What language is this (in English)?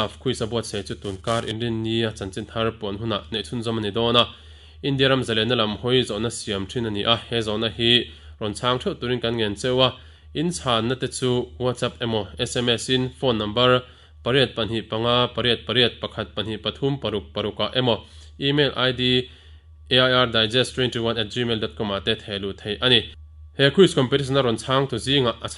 Mizo